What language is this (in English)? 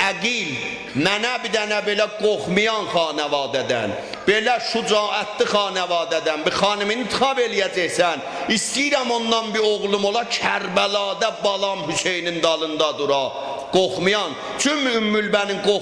South Azerbaijani